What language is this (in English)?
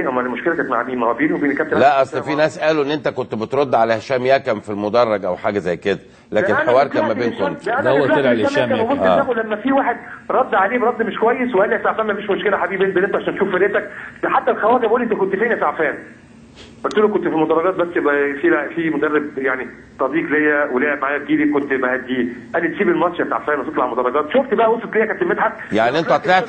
Egyptian Arabic